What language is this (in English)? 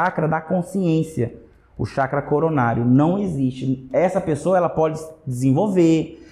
Portuguese